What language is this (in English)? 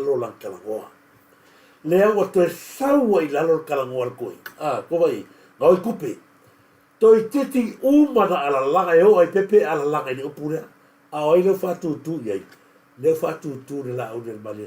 Samoan